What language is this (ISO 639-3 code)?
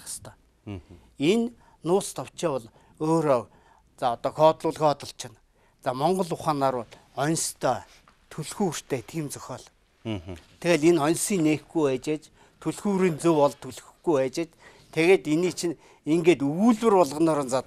mon